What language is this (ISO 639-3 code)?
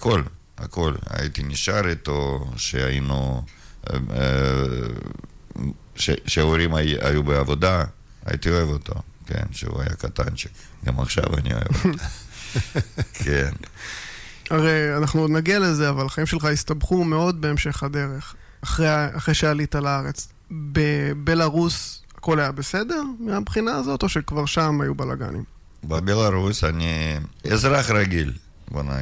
heb